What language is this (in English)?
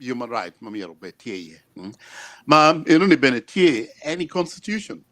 Acoli